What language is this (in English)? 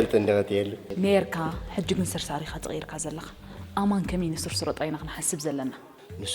Tigrinya